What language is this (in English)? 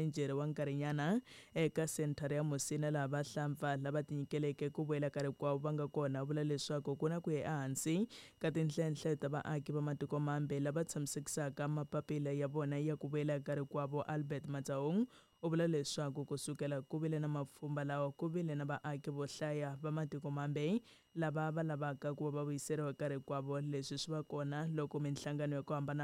Tsonga